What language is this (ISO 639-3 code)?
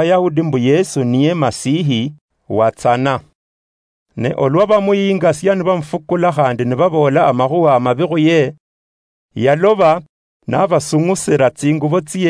luy